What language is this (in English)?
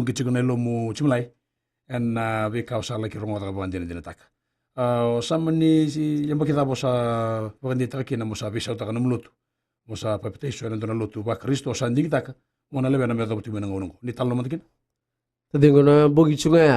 Fijian